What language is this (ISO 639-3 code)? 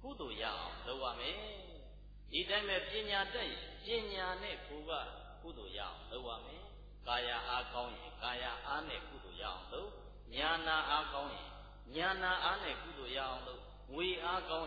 mya